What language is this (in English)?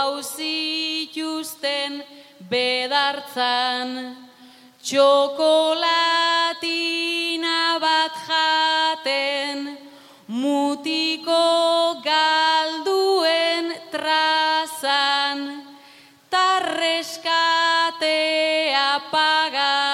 Basque